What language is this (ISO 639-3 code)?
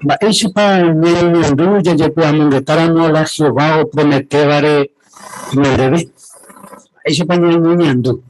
grn